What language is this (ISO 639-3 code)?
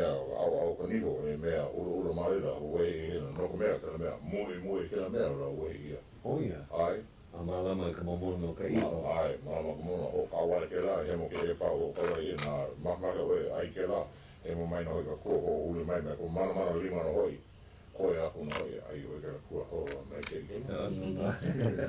haw